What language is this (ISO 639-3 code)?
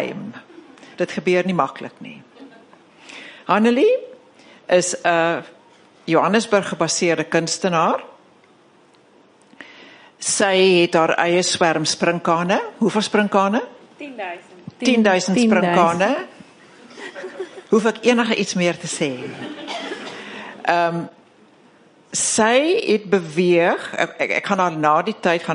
afr